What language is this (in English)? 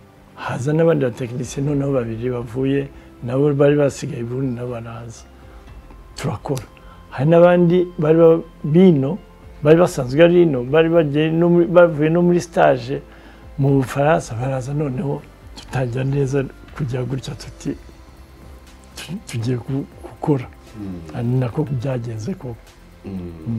Kinyarwanda